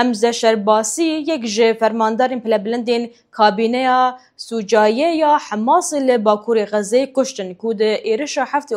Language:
Kurdish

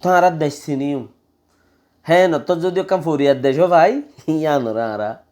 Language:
Rohingya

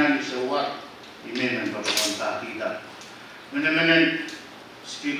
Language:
Pohnpeian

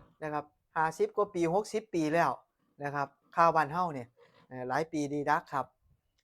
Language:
Northeastern Thai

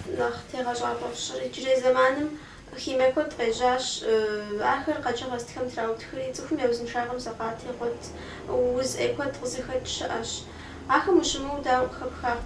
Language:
Kabardian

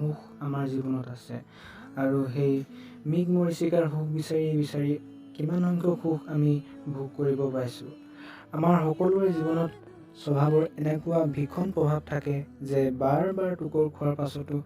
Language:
Assamese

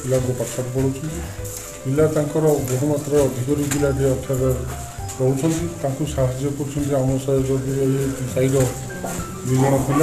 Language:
Odia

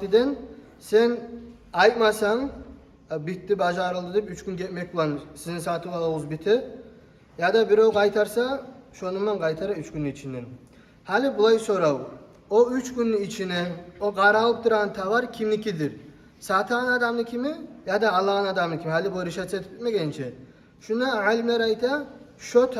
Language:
Kumyk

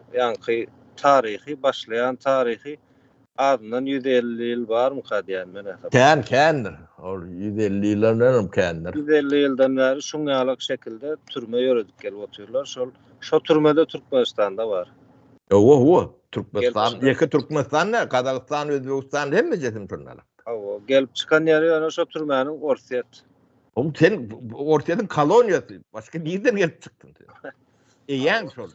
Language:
Turkmen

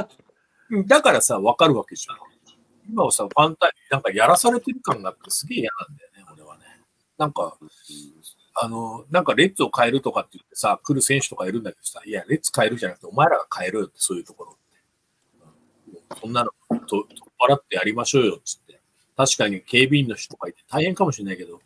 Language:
Japanese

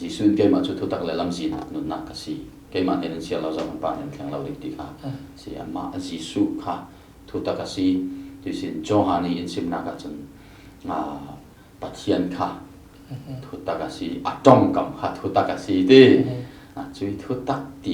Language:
Falam Chin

